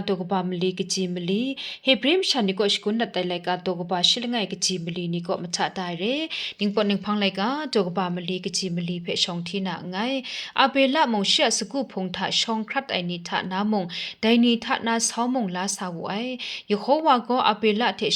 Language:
Kachin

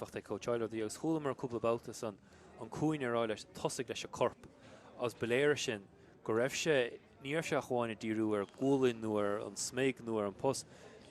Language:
Irish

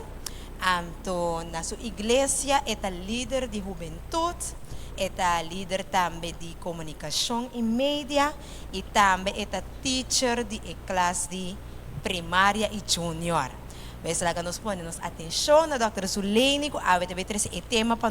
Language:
Papiamento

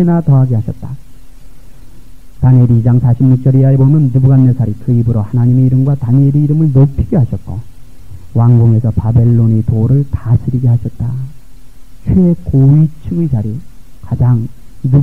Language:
Korean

